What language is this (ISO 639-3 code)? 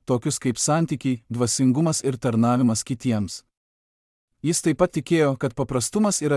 lit